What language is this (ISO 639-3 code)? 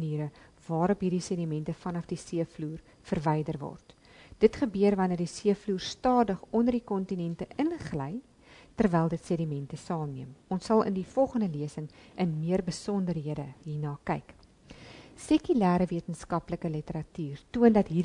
afr